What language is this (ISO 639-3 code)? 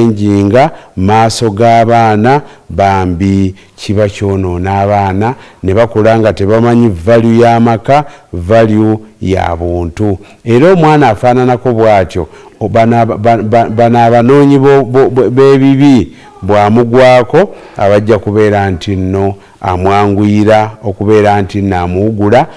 lug